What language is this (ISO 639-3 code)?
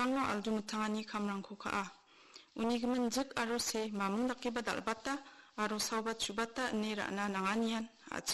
grt